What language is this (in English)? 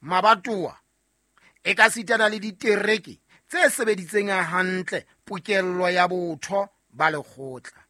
Southern Sotho